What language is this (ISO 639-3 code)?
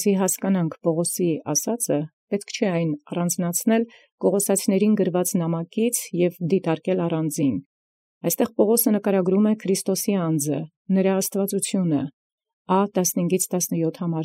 hye